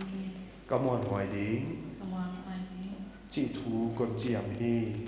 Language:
Paite Chin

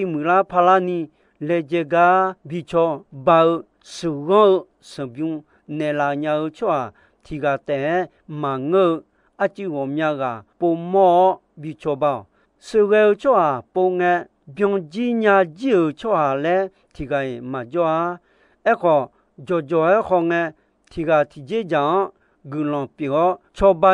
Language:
Akha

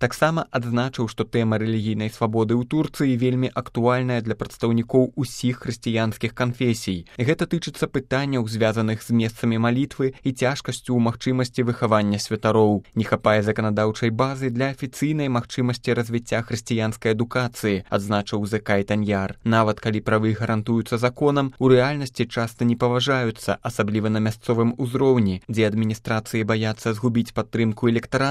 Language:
Belarusian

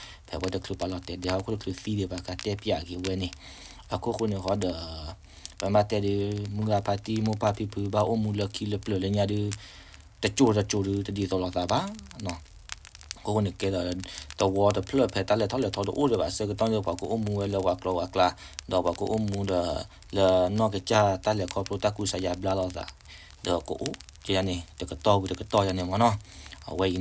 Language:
S'gaw Karen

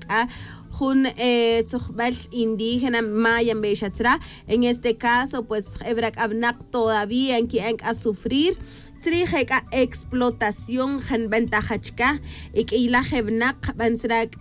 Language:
Tz'utujil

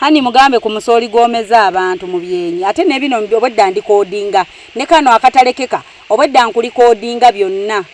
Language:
Ganda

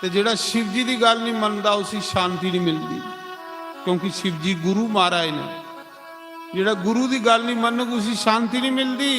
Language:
Dogri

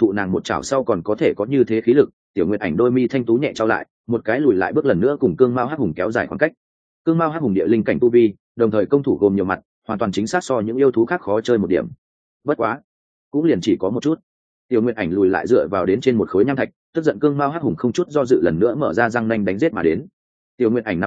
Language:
Vietnamese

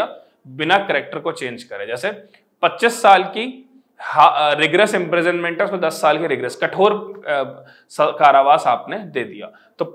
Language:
Hindi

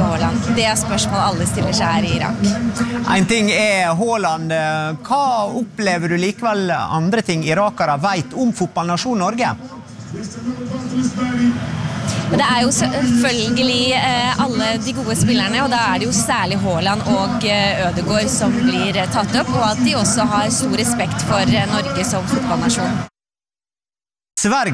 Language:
Norwegian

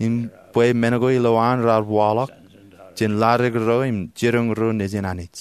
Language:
Marshallese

